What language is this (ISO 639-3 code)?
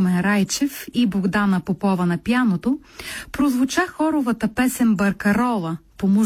bul